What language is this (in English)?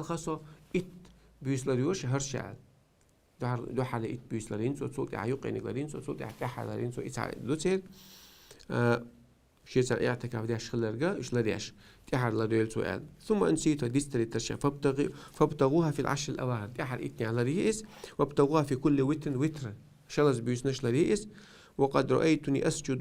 Chechen